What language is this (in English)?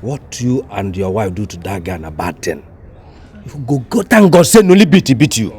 Nigerian Pidgin